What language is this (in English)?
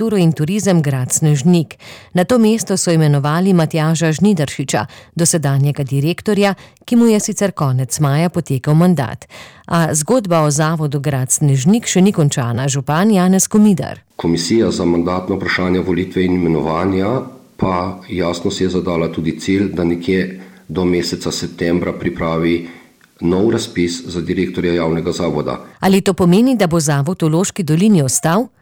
Slovenian